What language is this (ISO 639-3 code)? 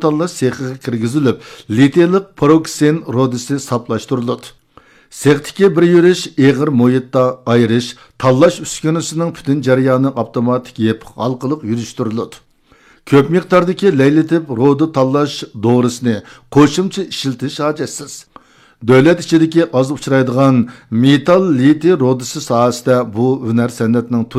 uig